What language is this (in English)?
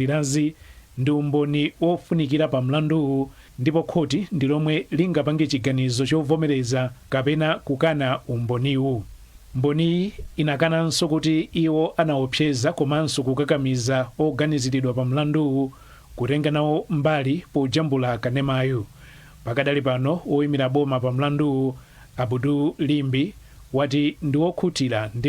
Nyanja